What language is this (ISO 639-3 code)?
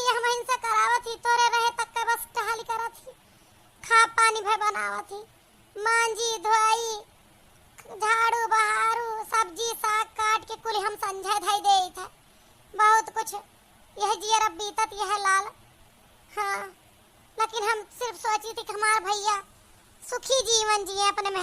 awa